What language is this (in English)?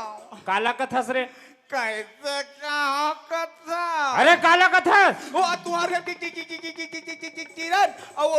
Chhattisgarhi